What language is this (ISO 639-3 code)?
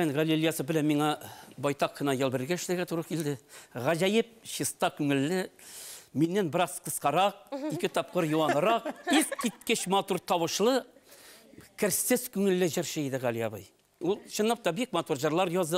tat